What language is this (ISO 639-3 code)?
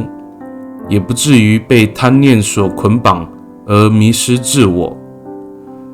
ami